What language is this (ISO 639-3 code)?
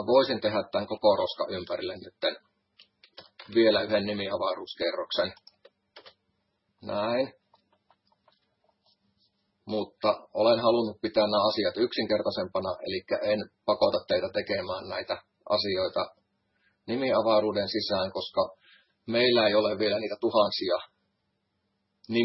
fin